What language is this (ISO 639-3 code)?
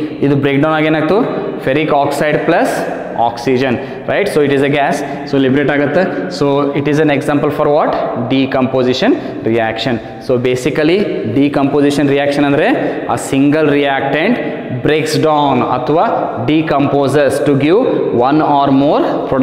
kan